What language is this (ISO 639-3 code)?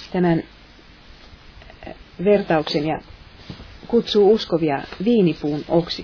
fin